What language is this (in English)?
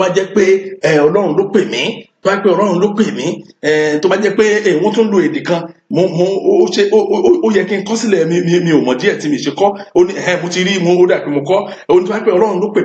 Yoruba